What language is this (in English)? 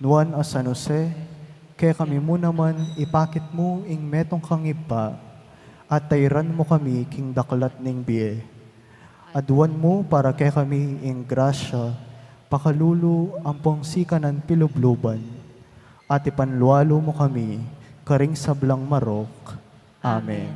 Pampanga